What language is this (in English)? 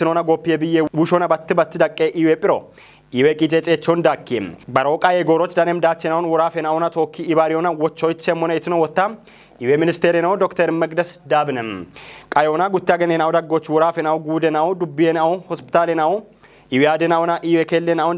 Kafa